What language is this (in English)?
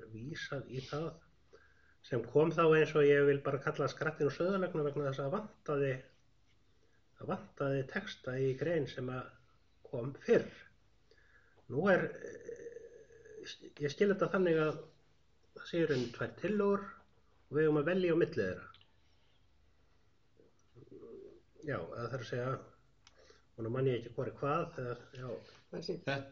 Icelandic